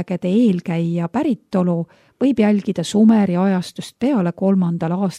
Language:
Estonian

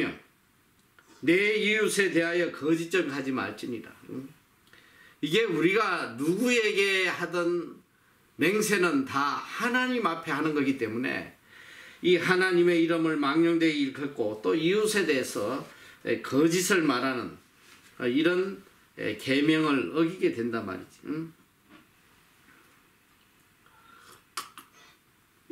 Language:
Korean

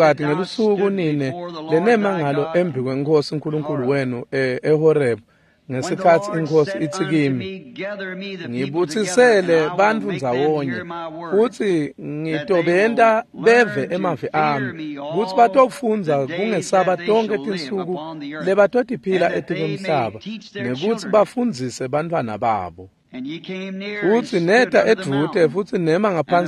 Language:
Swati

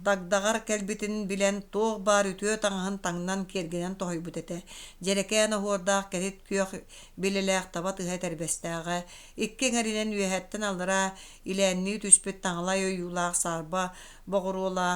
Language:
Yakut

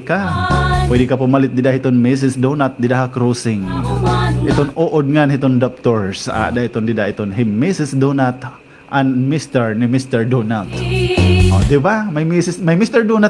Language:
Waray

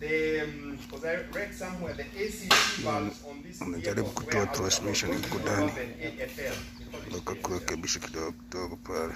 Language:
Kikuyu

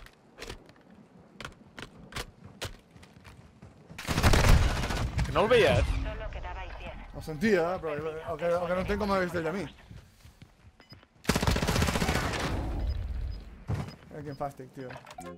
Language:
Catalan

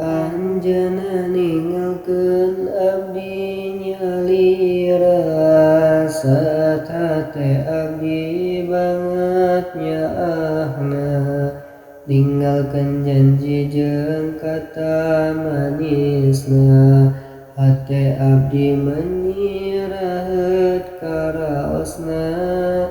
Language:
Sundanese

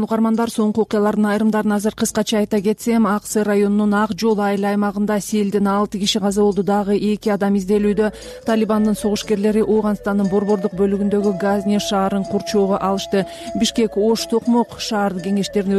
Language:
Kyrgyz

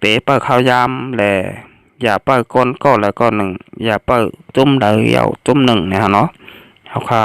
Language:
Shan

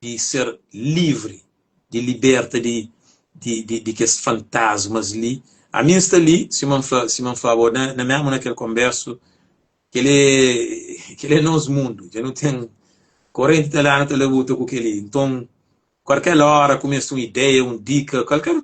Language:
Kabuverdianu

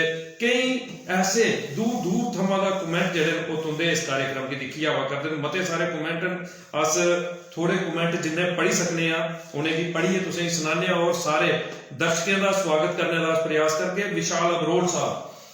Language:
Dogri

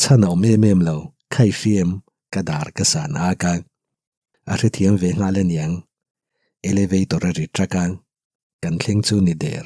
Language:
Mizo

